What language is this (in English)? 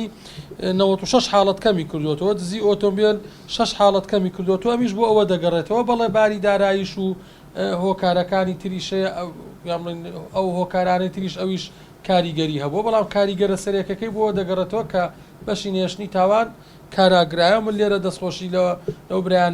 Central Kurdish